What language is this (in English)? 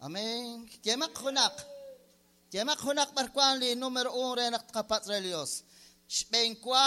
Kekchí